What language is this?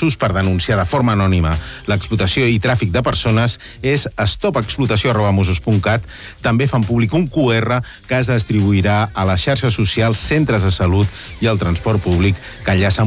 Catalan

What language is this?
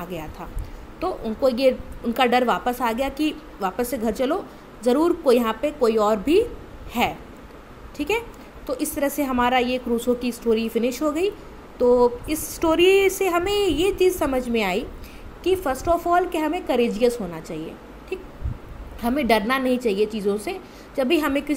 Hindi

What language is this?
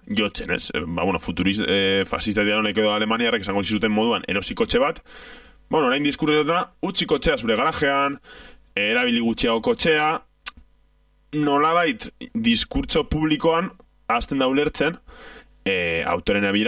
Basque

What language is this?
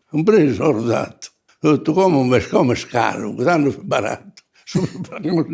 Sardinian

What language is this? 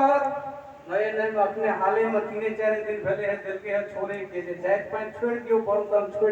Maithili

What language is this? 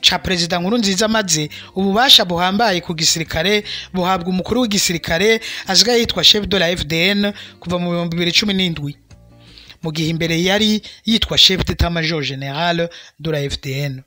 Rundi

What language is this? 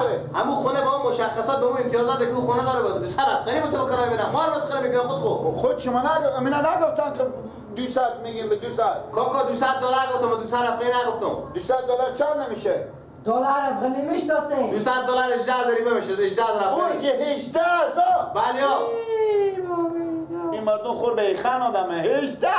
Persian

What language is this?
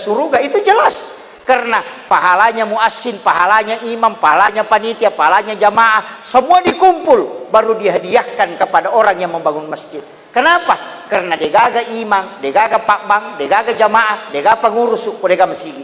Buginese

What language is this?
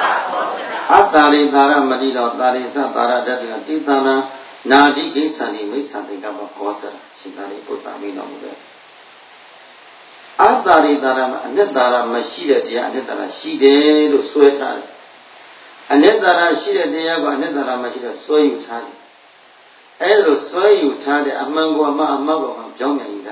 Burmese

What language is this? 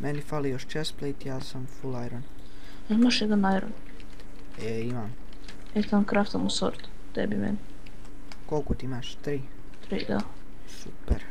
Bosnian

